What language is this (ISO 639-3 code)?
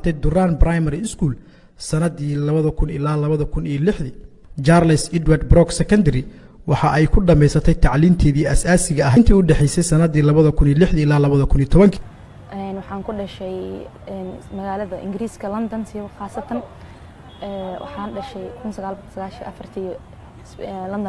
som